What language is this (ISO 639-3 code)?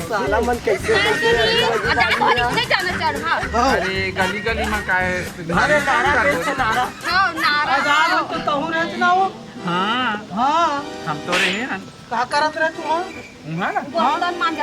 hne